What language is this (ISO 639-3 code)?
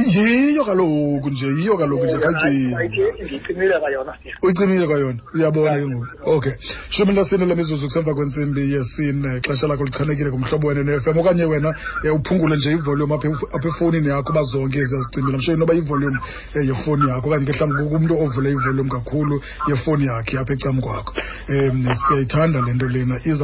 xho